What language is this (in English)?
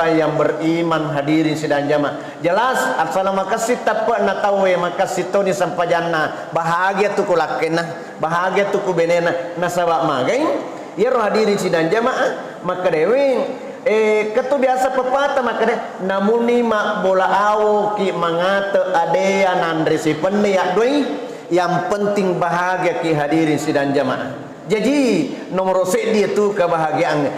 Buginese